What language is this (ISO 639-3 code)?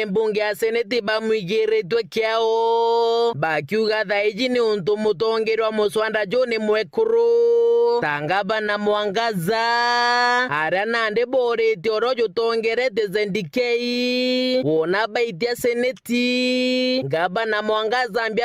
mer